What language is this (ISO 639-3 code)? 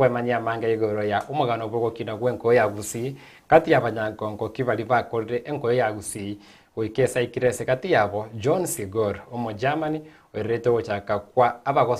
guz